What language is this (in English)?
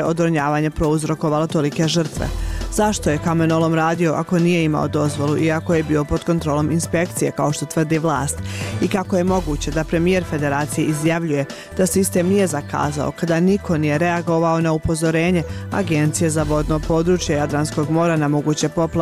Bosnian